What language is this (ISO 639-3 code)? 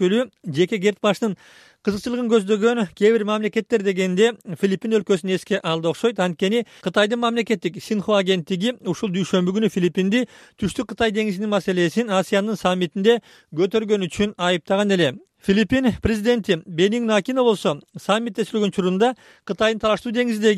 kir